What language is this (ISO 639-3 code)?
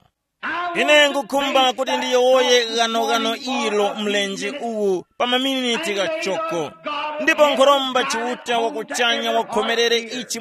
tum